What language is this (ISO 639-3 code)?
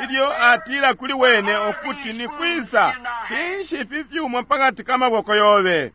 bem